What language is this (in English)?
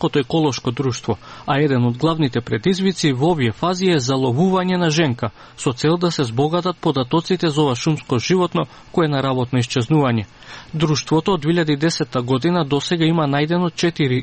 Macedonian